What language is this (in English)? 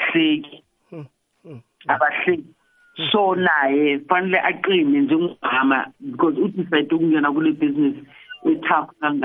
South Ndebele